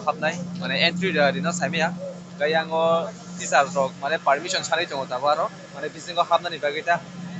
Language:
Kok Borok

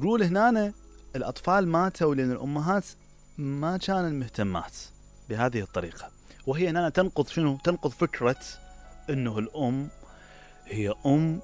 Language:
Mesopotamian Arabic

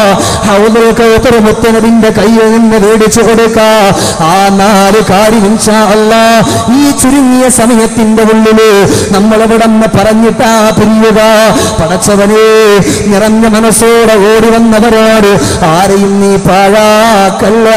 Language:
Malayalam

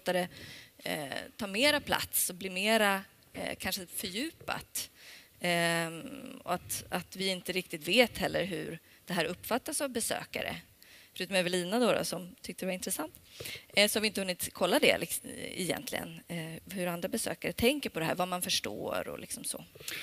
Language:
Swedish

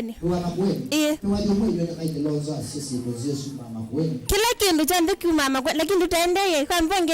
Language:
Kamba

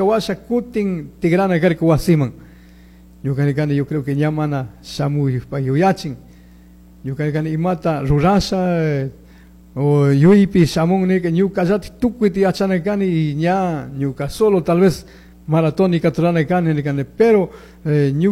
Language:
Chimborazo Highland Quichua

